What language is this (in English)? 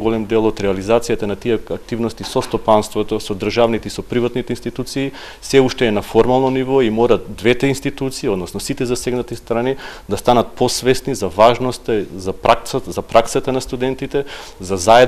Macedonian